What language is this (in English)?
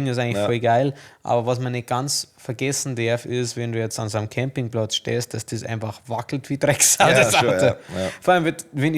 Bavarian